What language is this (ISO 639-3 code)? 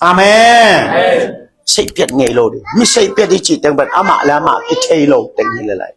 ctd